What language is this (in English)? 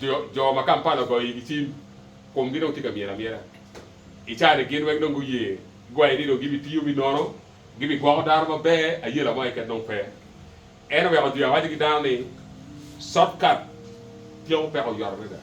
Acoli